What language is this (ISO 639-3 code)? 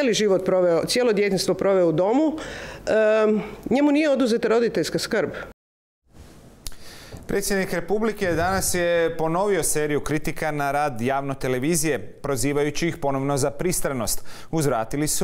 hrv